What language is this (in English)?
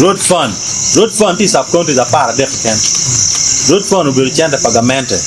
Acoli